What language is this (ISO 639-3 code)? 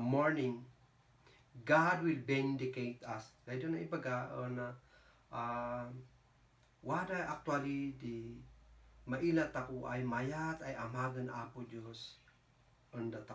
kne